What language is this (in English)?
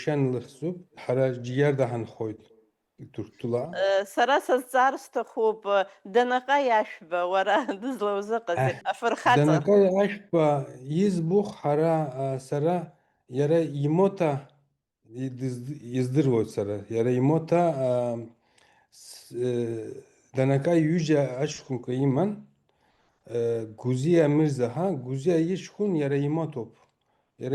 Abkhazian